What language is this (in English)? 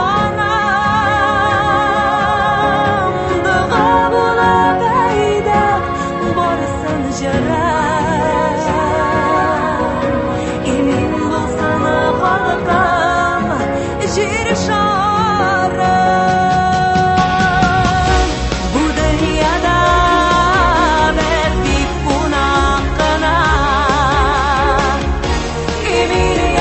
Tatar